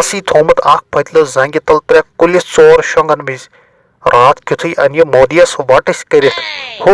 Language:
Kashmiri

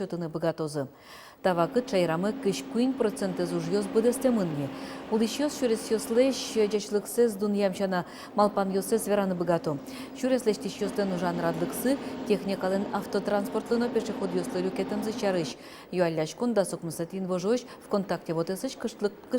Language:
Udmurt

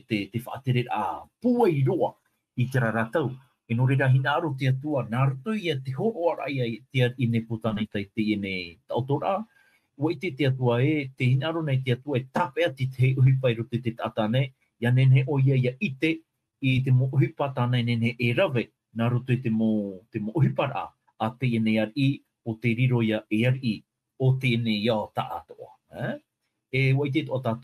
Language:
Tahitian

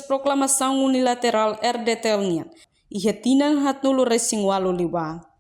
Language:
Tetum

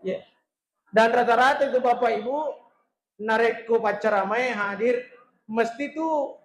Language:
Buginese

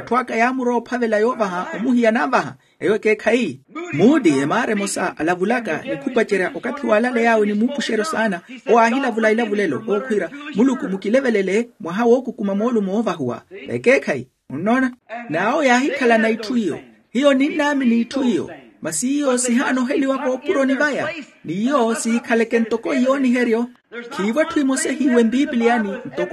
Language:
Makhuwa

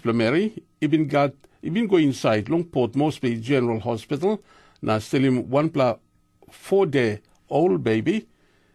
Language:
Tok Pisin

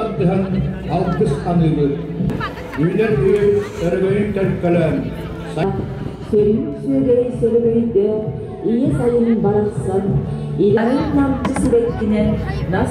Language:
Yakut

